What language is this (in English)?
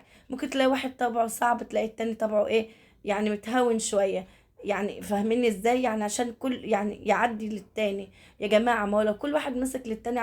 Egyptian Arabic